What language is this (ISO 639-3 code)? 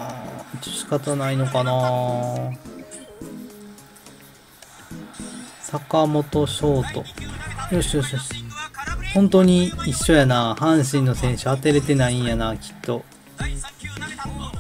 jpn